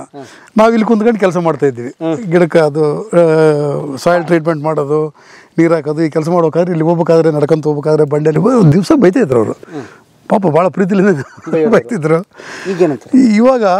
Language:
Kannada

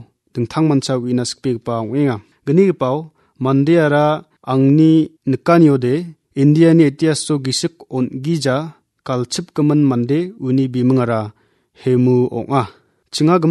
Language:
Garo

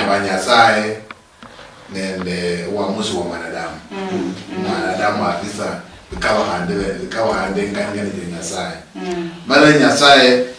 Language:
Luyia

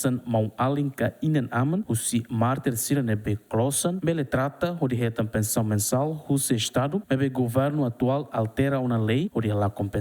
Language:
Tetum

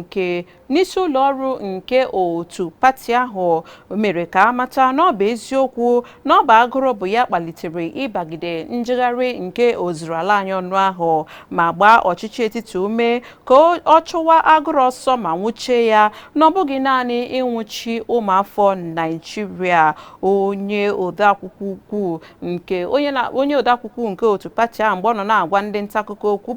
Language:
Igbo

